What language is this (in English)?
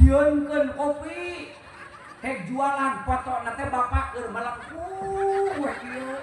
Sundanese